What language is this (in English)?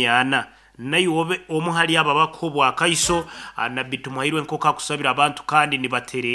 Nyankole